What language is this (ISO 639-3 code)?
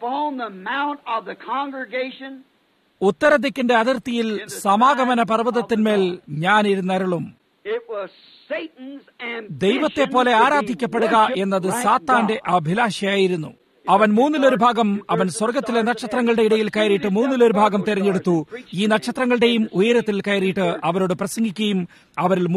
mal